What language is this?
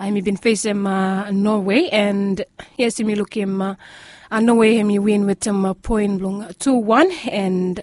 Bislama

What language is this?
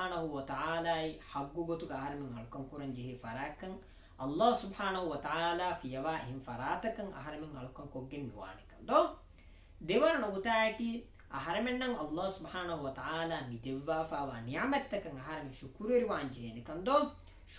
Divehi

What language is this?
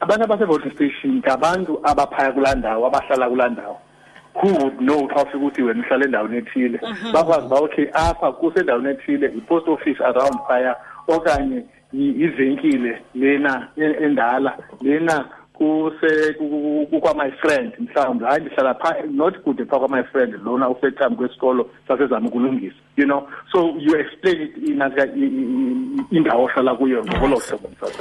Xhosa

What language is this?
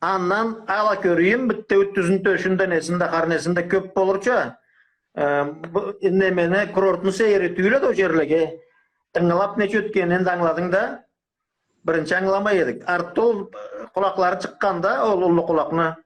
Karachay-Balkar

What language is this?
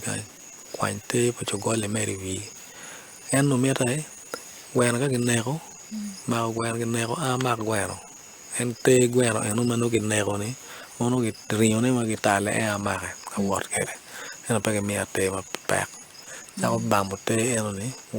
Acoli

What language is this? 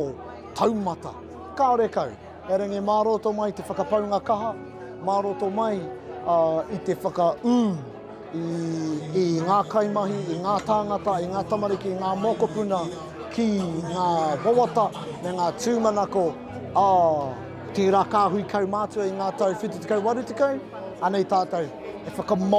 Māori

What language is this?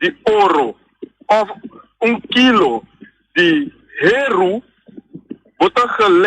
Papiamento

